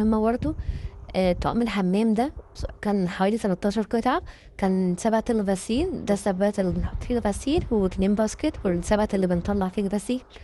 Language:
Egyptian Arabic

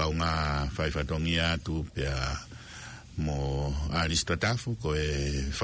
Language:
Tongan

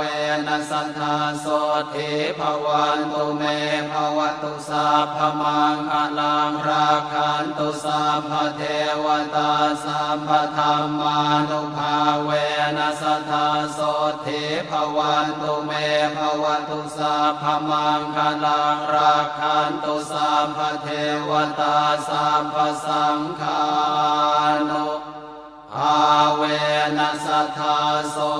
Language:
Pali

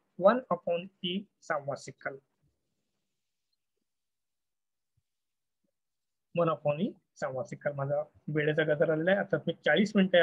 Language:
Marathi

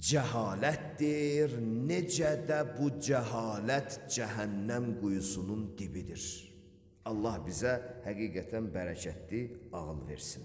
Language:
Azerbaijani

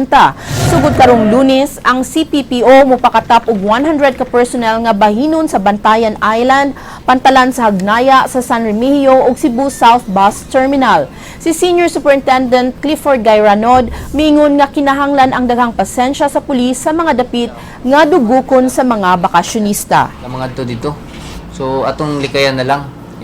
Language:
Cebuano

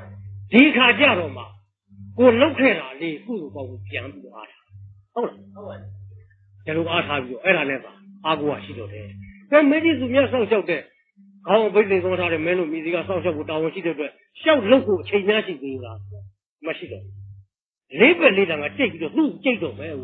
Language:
Burmese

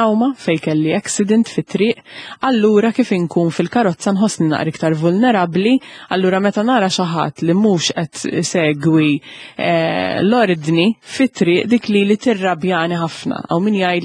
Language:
Maltese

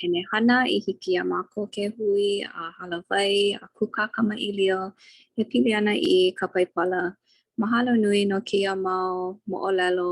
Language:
Hawaiian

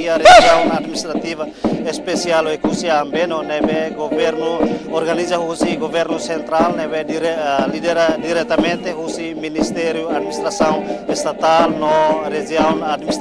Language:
Tetum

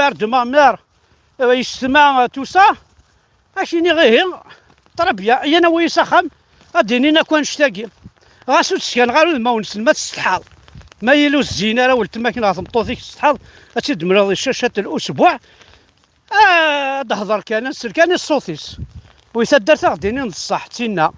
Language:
Kabyle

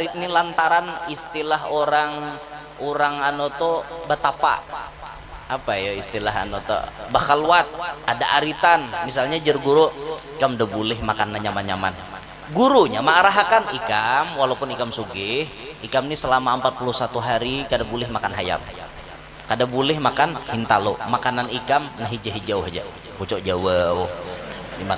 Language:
Banjar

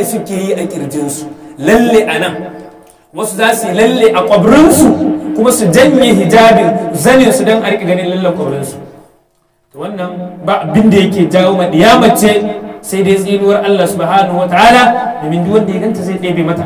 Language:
Hausa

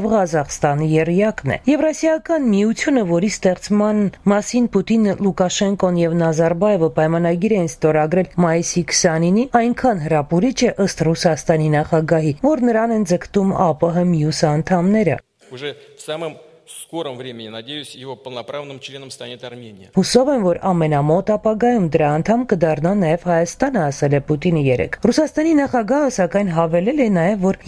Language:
Armenian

